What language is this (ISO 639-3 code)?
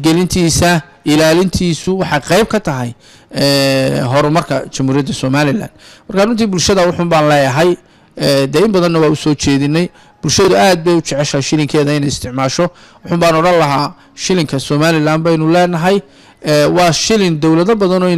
som